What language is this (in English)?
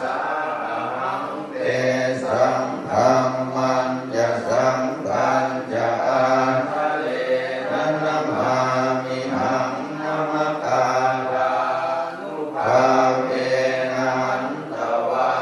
Pali